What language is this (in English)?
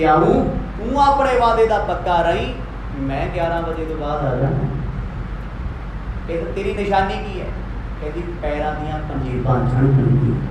Punjabi